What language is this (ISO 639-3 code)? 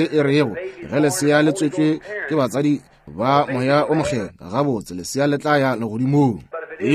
nso